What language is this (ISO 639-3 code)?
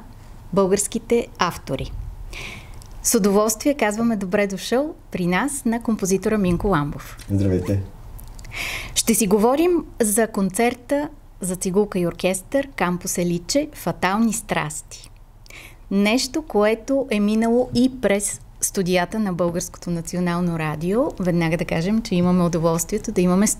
bul